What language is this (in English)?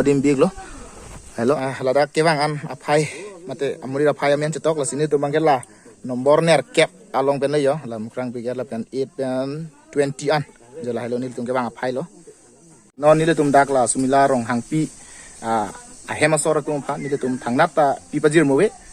Karbi